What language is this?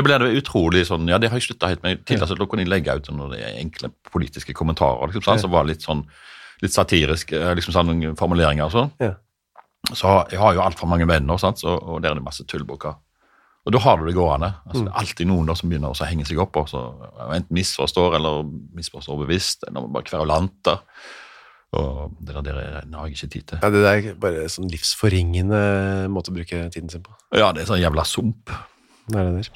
Norwegian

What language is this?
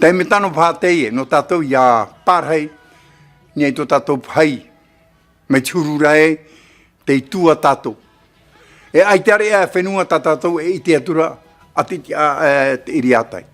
Tahitian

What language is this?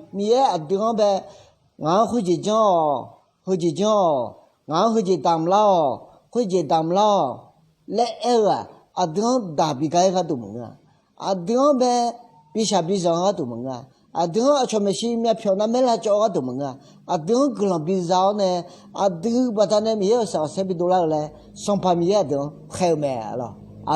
Akha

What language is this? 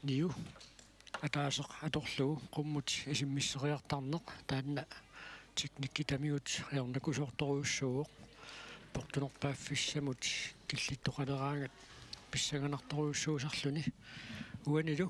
Kalaallisut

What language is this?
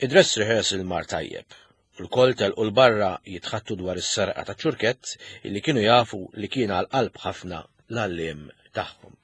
Maltese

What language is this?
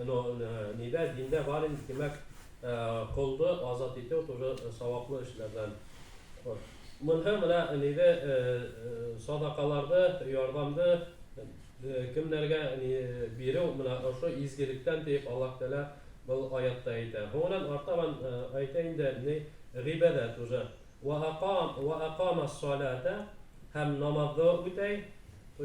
Bashkir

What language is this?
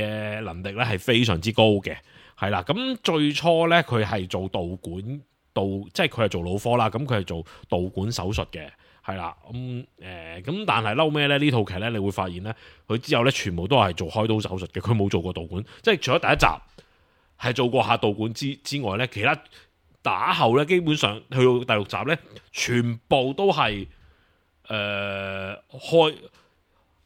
Cantonese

